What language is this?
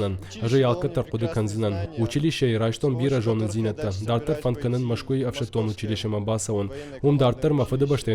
Ossetic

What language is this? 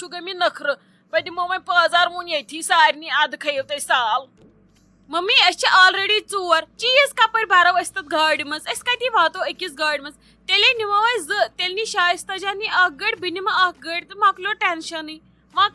Kashmiri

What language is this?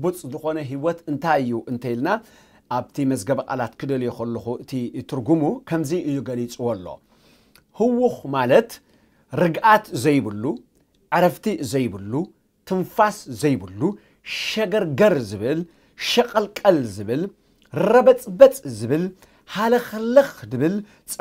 Tigrinya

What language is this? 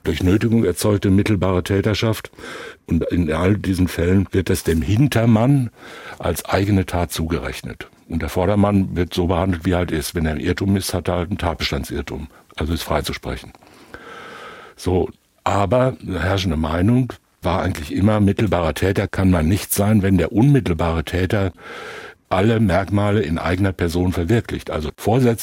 German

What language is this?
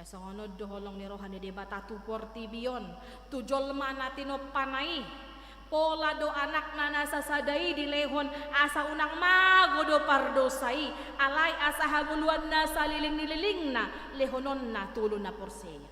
Batak Toba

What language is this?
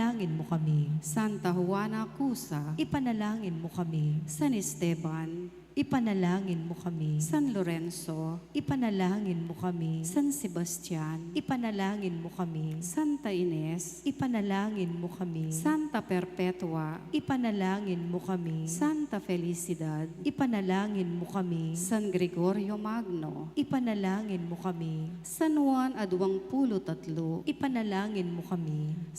Pampanga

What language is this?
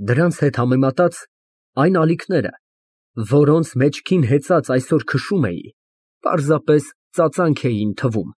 Armenian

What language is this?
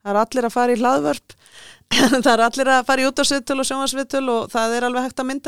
Icelandic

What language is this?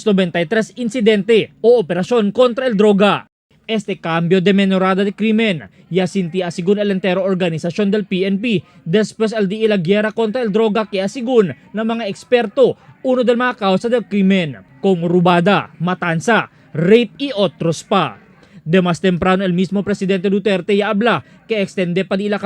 Chavacano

